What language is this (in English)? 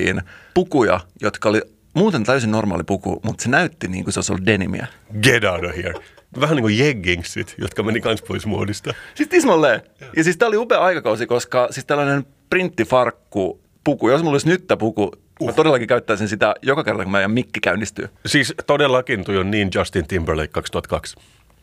Finnish